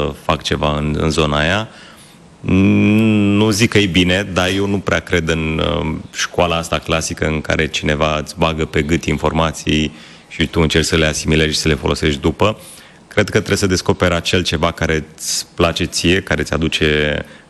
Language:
Romanian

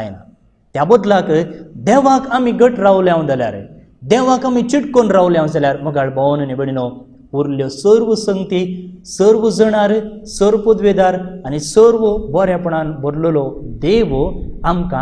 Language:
Konkani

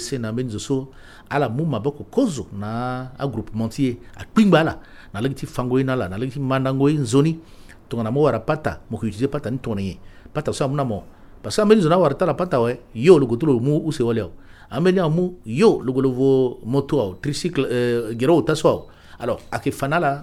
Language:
Sango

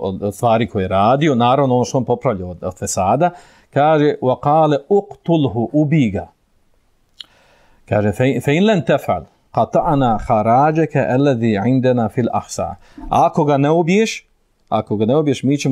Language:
Bosnian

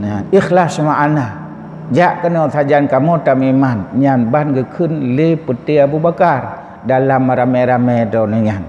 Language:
Achinese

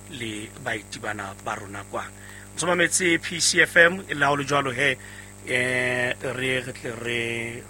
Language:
Southern Sotho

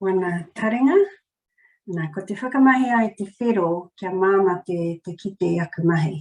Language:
Māori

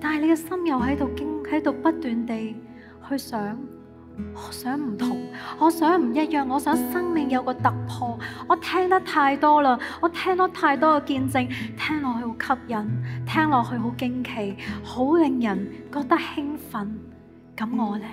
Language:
Cantonese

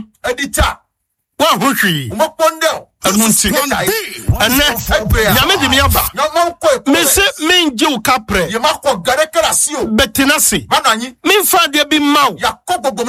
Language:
Akan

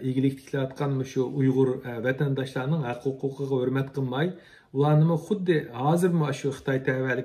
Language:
Uyghur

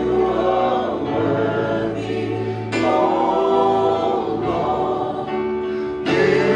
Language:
Tongan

